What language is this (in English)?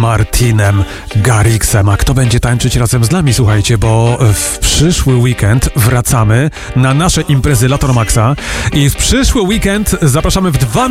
Polish